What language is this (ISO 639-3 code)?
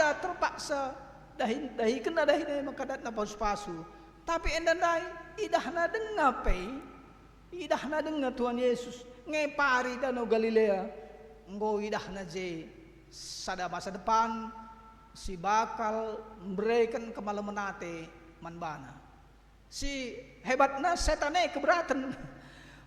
btx